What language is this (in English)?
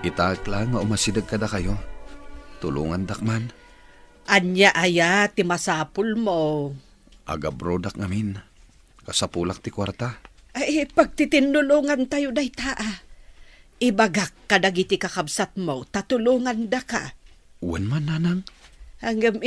Iloko